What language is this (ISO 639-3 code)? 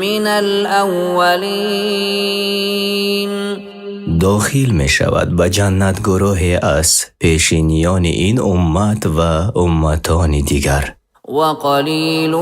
fas